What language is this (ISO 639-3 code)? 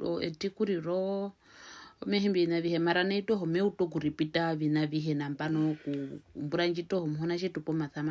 her